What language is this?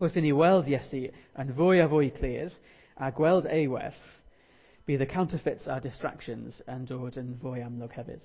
Welsh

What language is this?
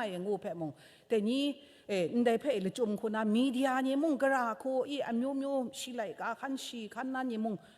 Kachin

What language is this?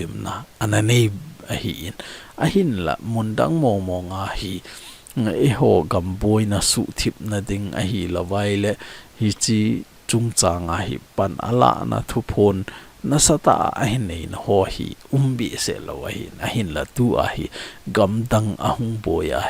Thado Chin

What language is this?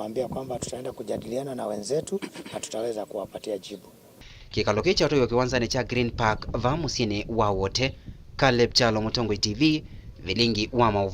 Kamba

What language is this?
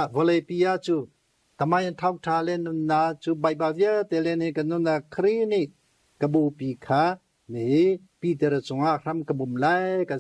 Hakha Chin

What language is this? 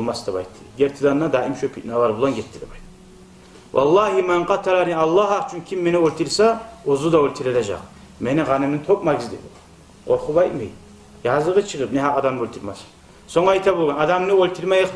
Kumyk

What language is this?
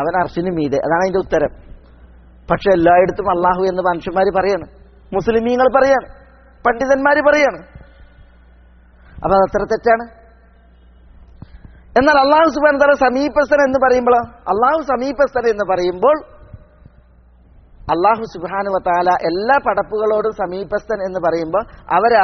Malayalam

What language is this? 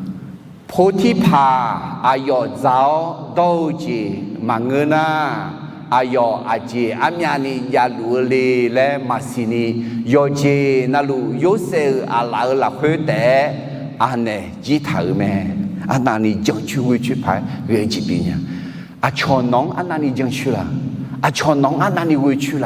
Akha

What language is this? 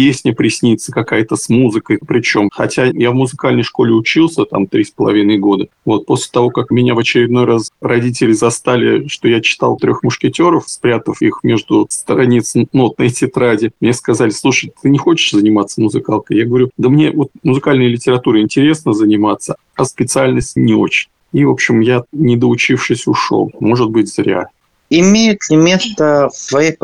Russian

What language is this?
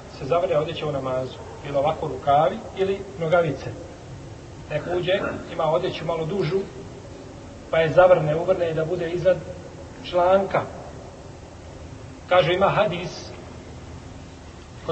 Bosnian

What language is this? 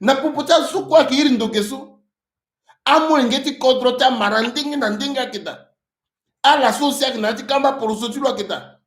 Sango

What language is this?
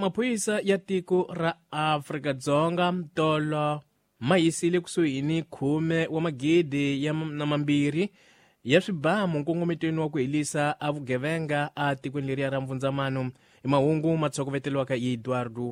Tsonga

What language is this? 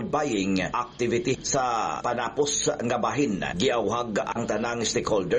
Cebuano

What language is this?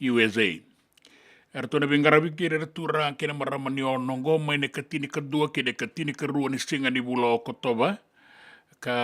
Fijian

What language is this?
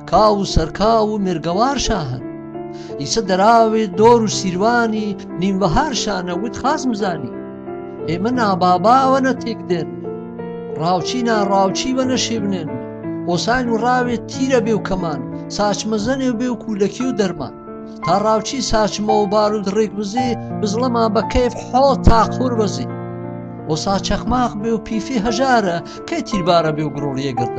Gurani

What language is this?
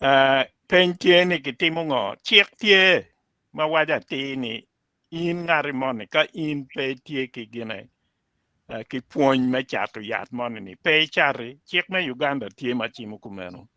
Acoli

